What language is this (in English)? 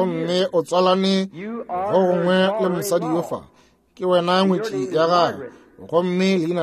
Northern Sotho